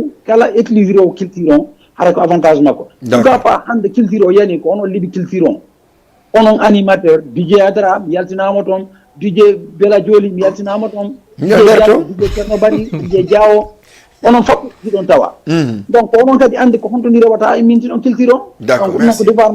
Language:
Fula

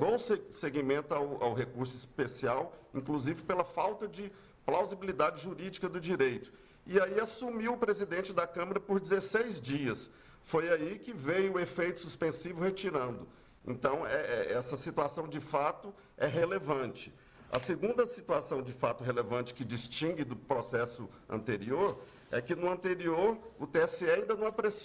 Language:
Portuguese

